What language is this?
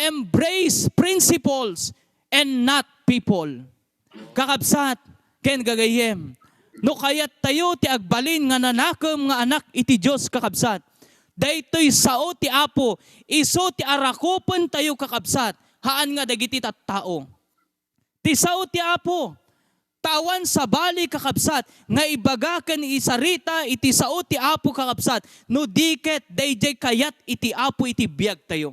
Iloko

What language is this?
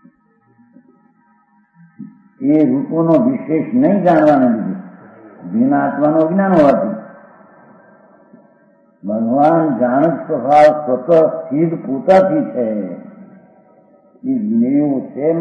Gujarati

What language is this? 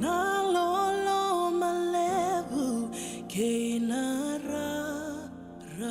Fijian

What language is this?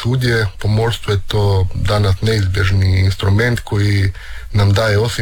Croatian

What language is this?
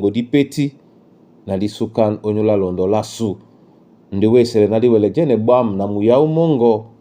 Duala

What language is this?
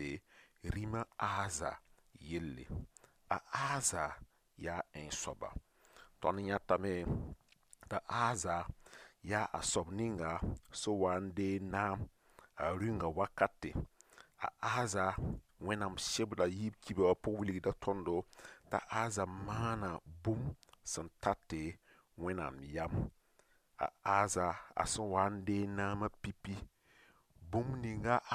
Mossi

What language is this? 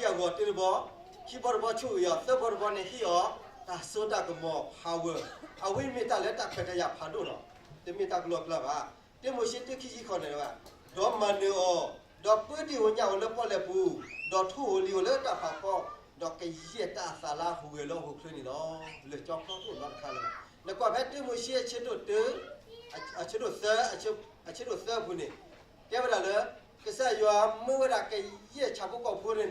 S'gaw Karen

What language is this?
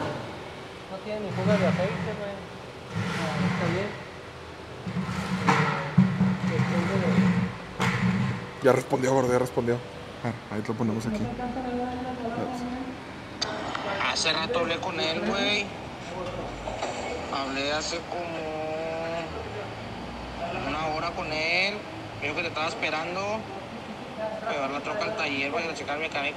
Spanish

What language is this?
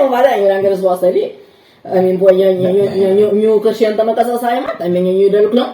Kabuverdianu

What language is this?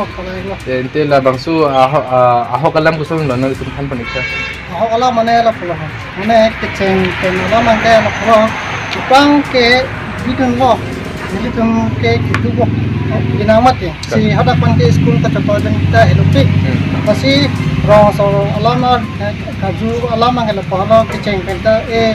Karbi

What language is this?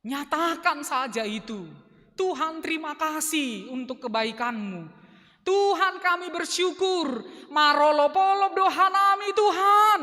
Batak Simalungun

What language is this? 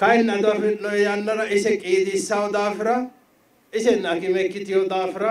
Sidamo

